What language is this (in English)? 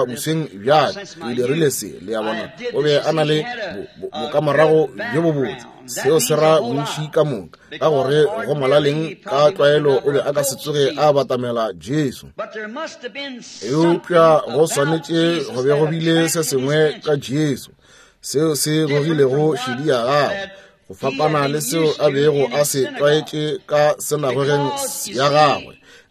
Northern Sotho